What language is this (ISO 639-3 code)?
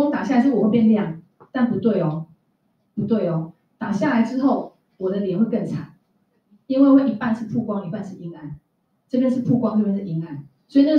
zho